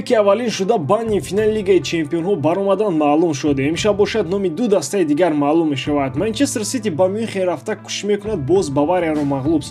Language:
Tajik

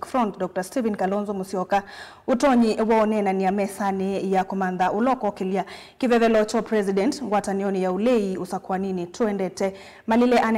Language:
Kamba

